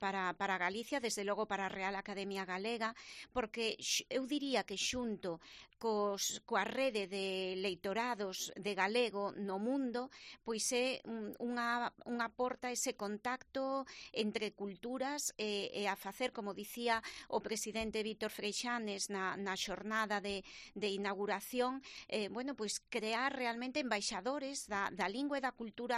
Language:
Galician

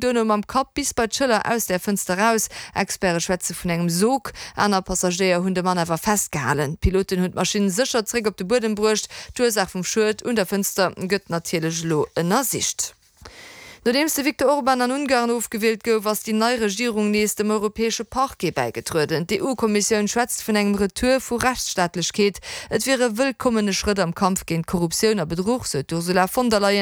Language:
Luxembourgish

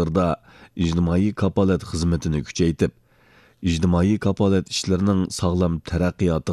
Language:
Uyghur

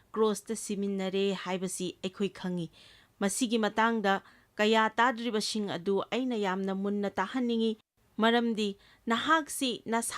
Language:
Manipuri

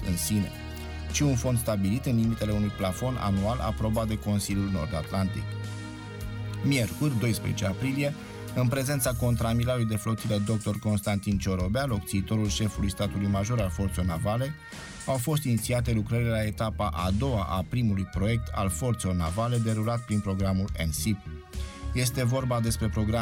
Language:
Romanian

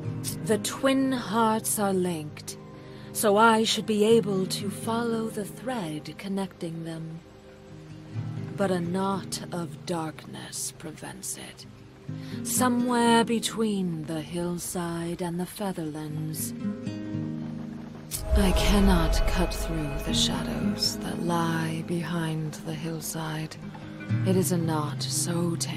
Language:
English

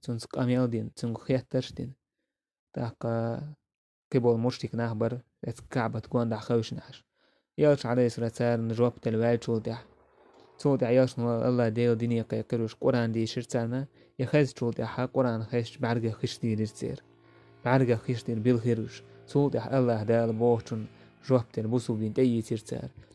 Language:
Chechen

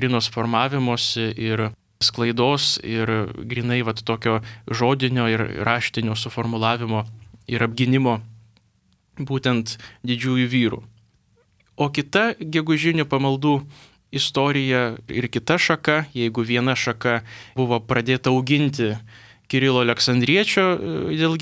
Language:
Lithuanian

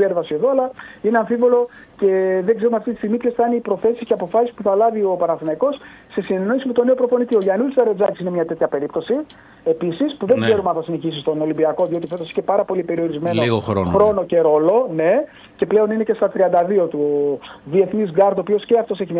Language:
Greek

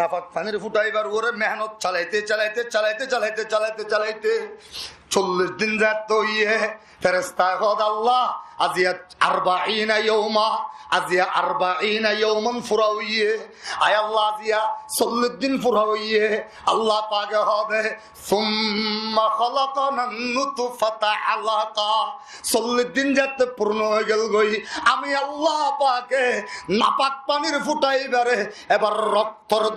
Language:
Rohingya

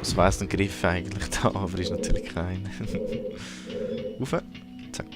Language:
Swiss German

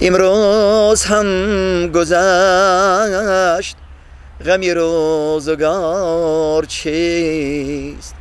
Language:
Tajik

